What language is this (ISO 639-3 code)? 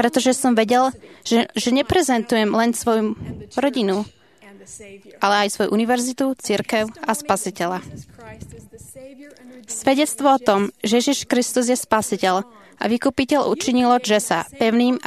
slk